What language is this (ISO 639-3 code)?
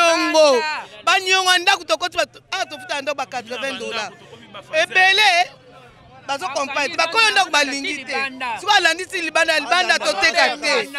lin